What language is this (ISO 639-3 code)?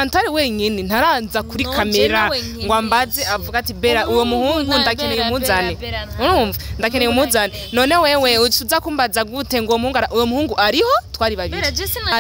run